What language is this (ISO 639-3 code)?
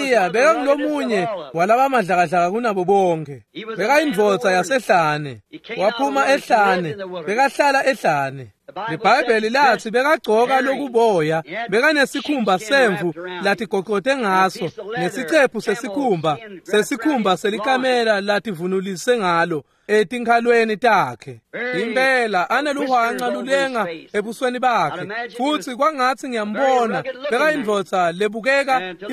ssw